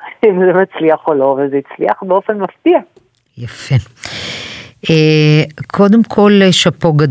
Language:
Hebrew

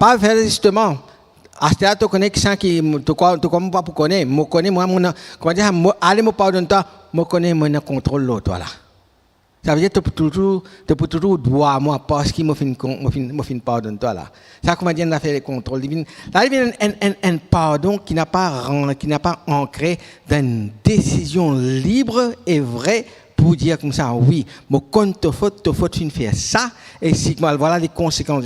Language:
Morisyen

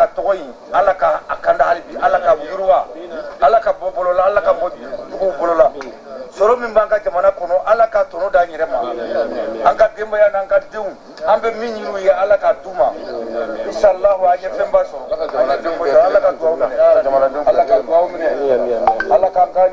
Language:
Bambara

